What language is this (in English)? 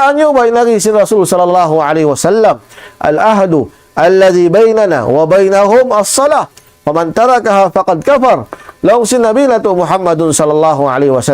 Tausug